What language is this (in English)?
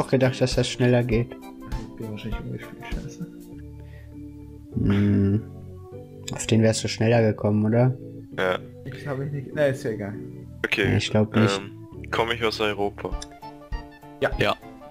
German